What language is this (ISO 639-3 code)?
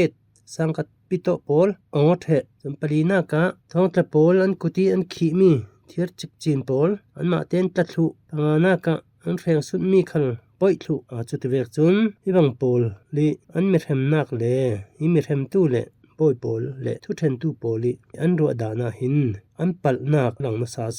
cfm